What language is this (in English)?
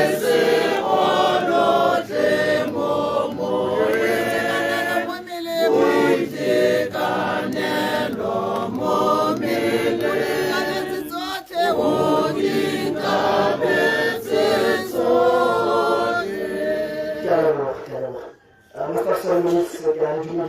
Tswana